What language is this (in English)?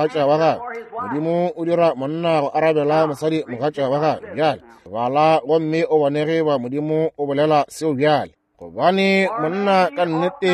Northern Sotho